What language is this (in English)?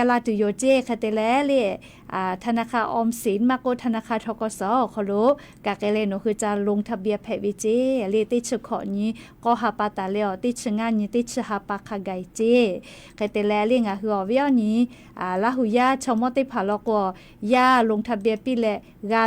Lahu